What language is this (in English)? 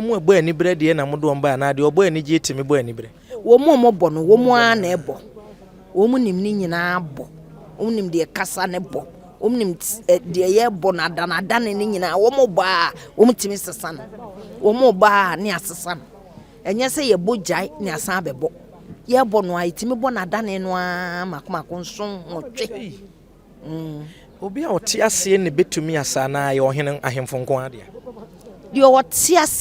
Akan